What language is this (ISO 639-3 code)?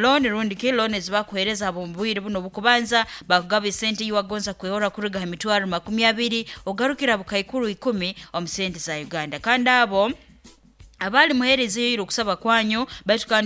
nyo